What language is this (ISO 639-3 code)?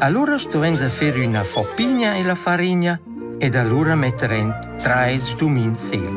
roh